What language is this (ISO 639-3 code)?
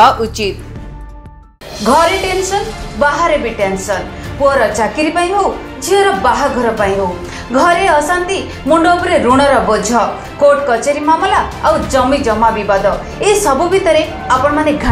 ori